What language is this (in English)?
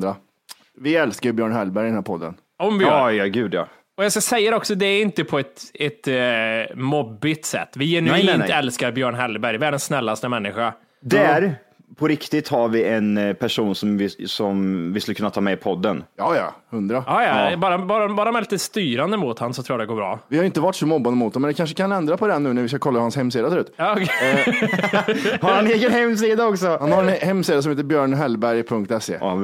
Swedish